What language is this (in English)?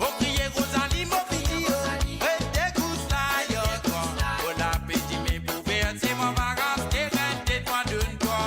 Morisyen